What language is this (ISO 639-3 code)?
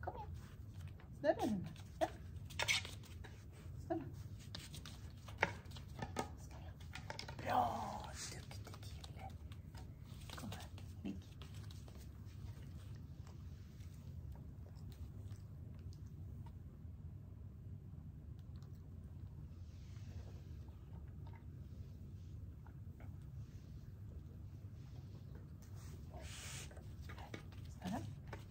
swe